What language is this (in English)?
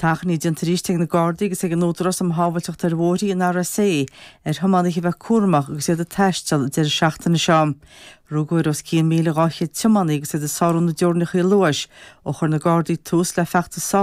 Irish